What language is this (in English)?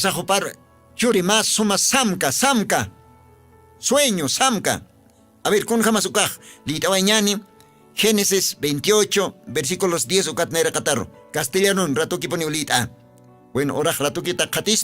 Aymara